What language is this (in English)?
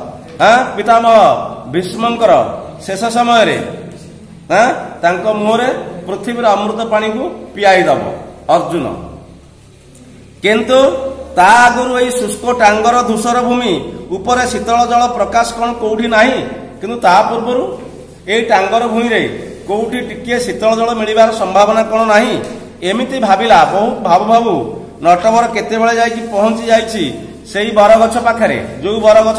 Odia